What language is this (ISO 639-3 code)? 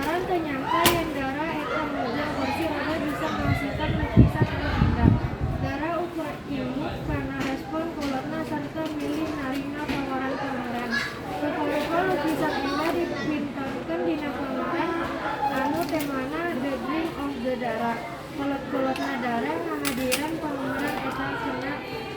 sun